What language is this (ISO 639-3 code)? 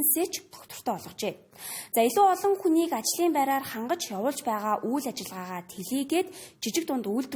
mon